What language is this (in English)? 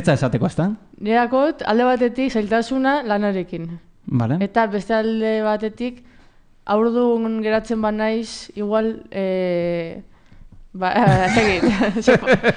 Basque